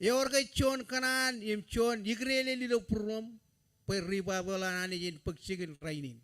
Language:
Marshallese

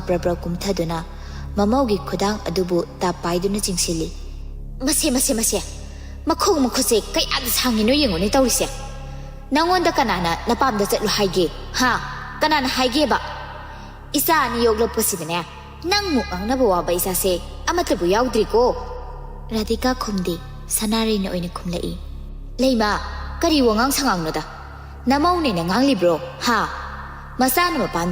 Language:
Manipuri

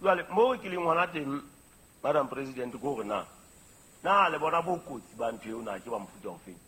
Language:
Southern Sotho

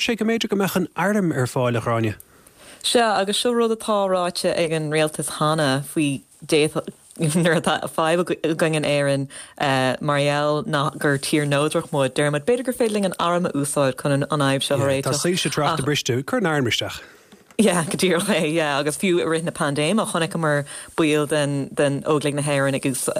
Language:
Irish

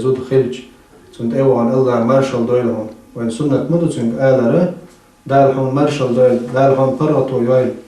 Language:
Chechen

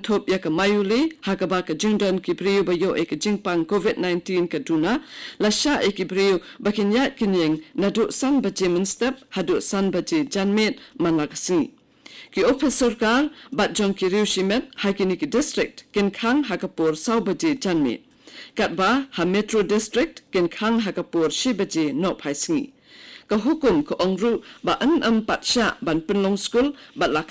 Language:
Khasi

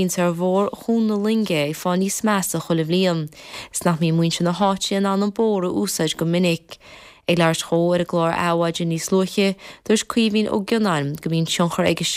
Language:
Irish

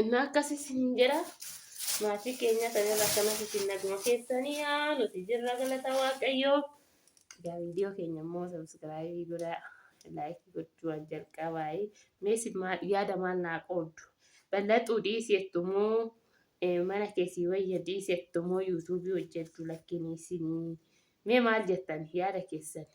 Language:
Oromo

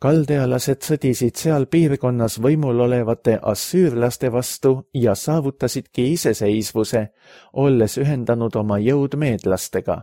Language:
Estonian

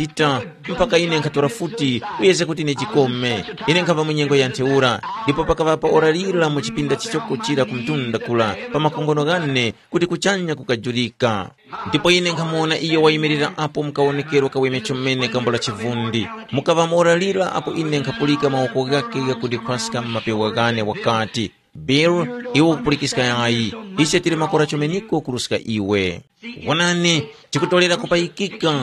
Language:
Tumbuka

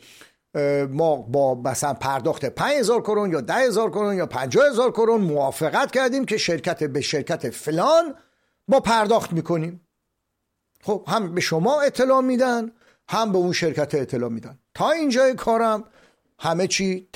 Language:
Persian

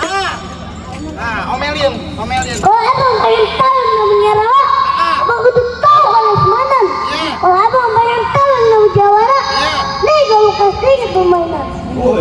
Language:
Betawi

